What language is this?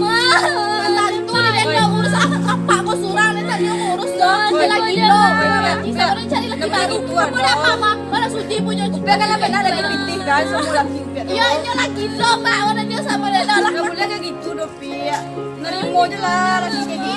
Minangkabau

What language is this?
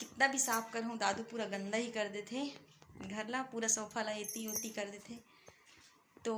Chhattisgarhi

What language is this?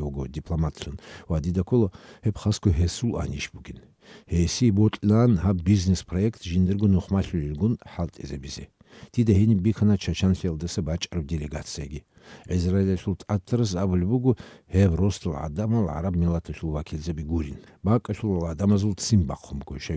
Avaric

